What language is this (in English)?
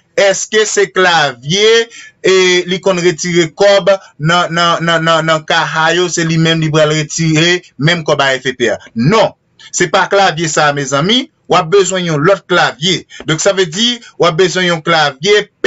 Haitian Creole